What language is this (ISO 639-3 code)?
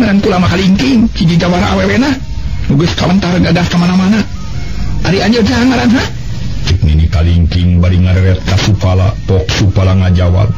sun